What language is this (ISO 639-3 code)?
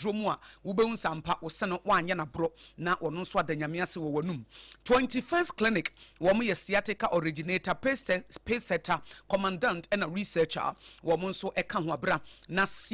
aka